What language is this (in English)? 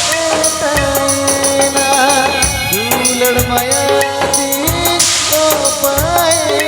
Santali